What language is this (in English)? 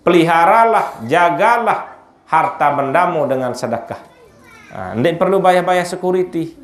Sasak